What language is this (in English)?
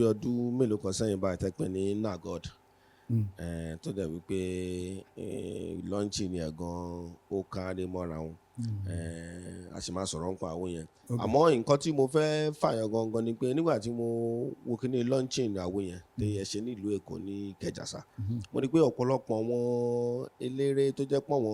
Yoruba